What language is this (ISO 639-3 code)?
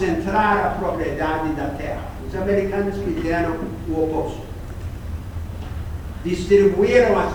por